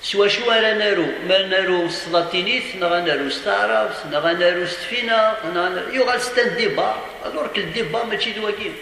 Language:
Kabyle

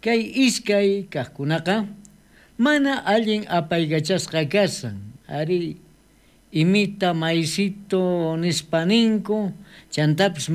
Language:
South Bolivian Quechua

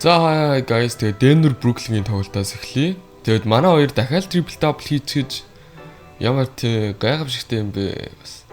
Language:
Mongolian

